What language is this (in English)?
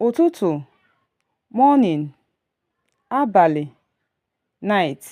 Igbo